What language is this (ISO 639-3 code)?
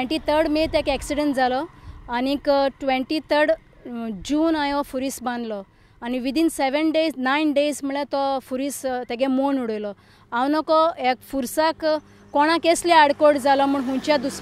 kok